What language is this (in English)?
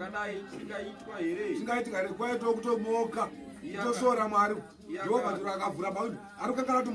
Shona